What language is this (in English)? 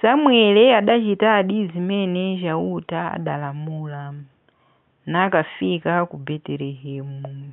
Nyanja